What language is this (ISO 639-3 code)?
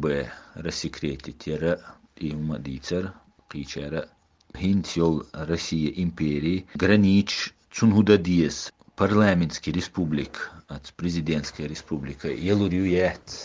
che